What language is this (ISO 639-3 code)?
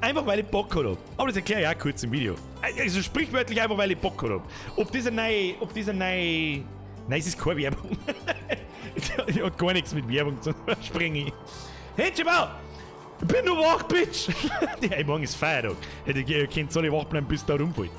bar